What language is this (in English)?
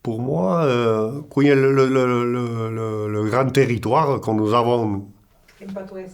Occitan